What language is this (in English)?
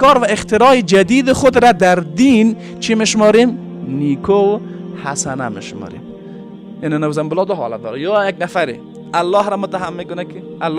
Persian